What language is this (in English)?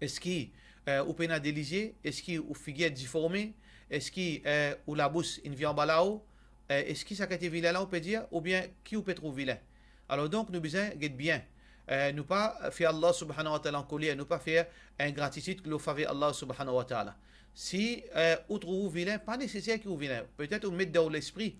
Morisyen